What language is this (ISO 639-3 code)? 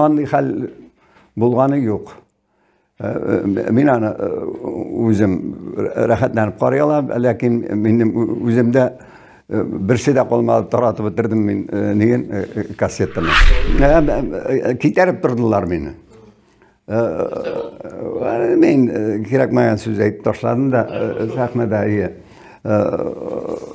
tat